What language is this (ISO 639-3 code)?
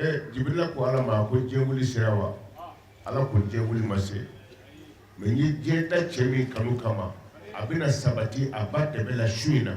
bam